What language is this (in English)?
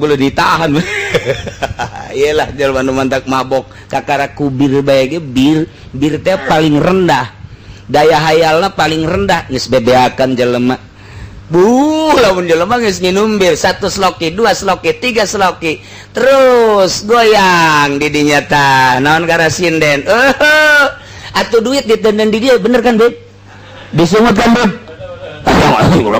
Sundanese